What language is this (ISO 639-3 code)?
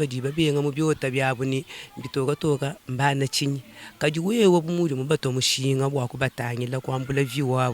lua